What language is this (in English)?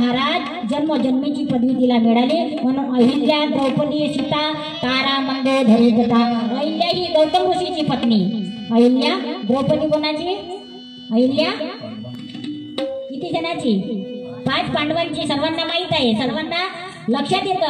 Marathi